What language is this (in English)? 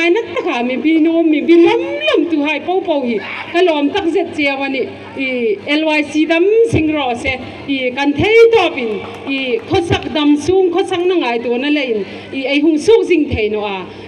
Hmar